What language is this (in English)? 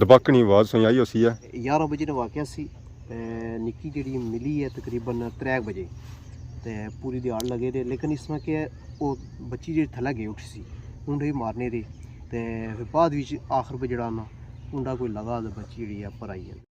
Pahari-Potwari